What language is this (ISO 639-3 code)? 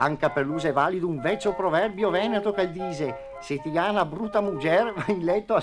vec